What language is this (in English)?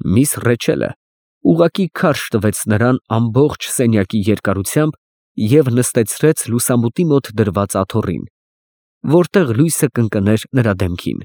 Armenian